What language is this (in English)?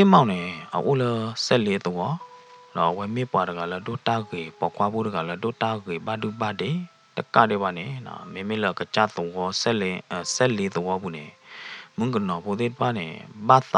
S'gaw Karen